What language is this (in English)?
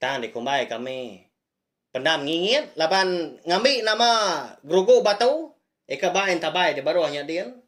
Iban